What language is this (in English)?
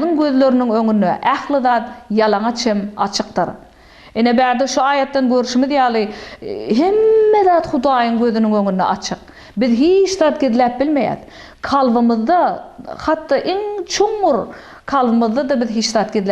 Turkmen